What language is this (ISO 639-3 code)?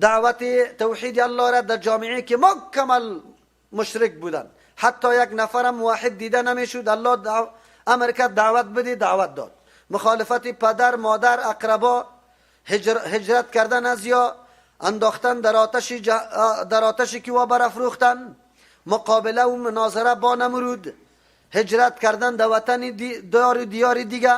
fas